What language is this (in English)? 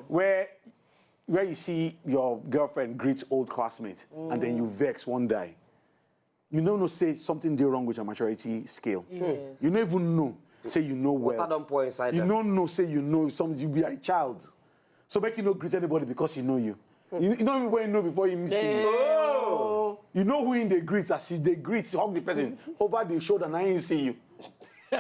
Nigerian Pidgin